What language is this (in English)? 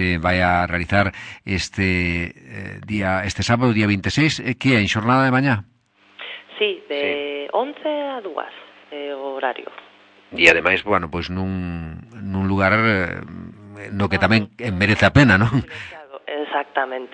Galician